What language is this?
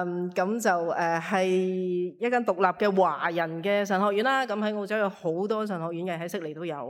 Cantonese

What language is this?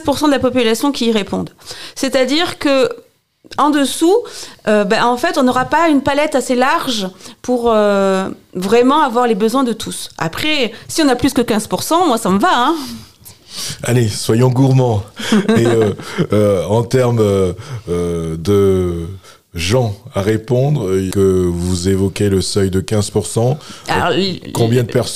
French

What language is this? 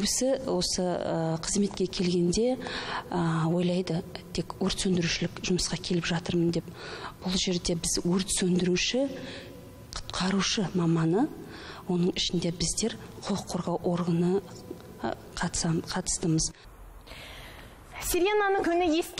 Kazakh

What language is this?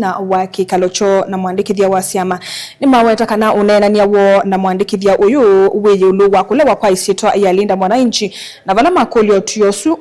Kamba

